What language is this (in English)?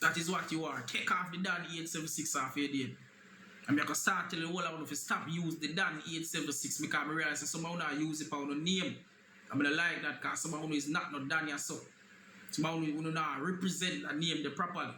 Jamaican Creole English